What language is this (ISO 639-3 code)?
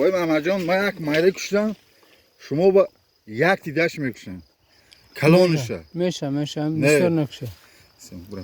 tgk